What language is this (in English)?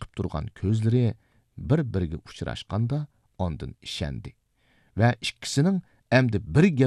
Uyghur